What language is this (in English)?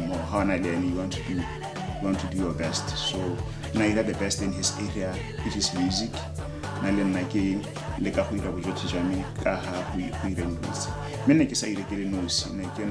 Tswana